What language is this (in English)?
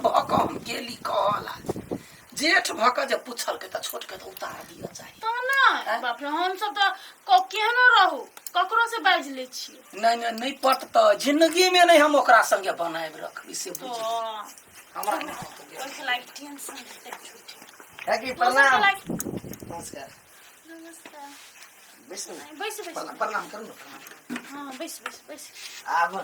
Maithili